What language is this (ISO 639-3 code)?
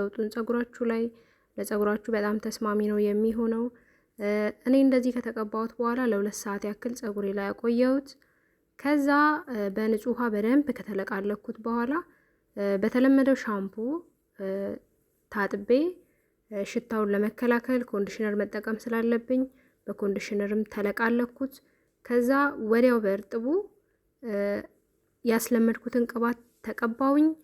amh